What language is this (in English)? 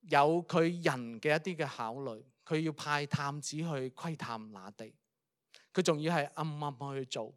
Cantonese